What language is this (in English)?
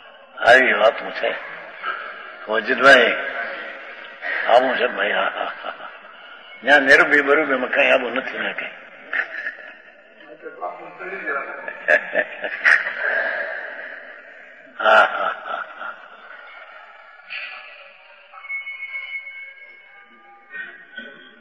Gujarati